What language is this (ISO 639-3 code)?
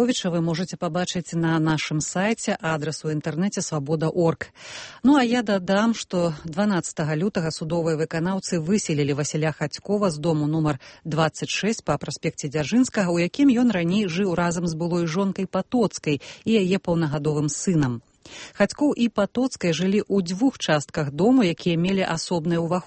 bel